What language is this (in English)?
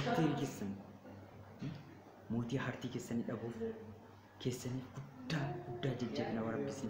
Oromo